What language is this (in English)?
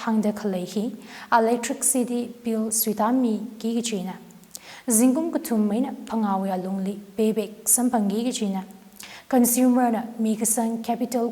Tangkhul Naga (India)